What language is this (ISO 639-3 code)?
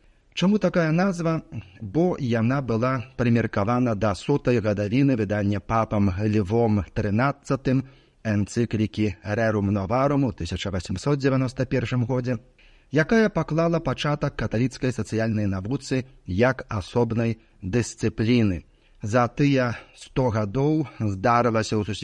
bel